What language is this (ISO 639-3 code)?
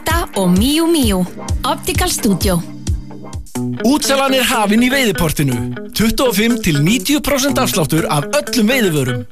isl